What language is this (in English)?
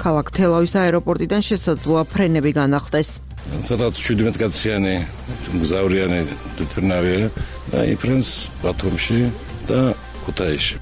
Georgian